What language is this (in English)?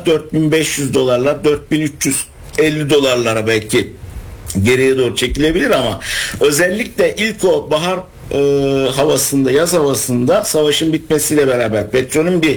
Turkish